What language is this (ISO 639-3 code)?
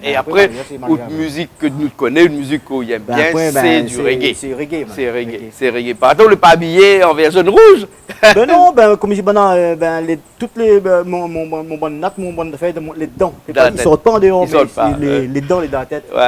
rcf